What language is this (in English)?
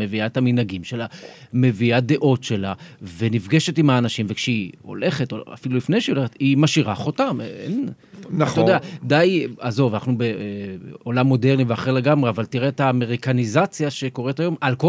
Hebrew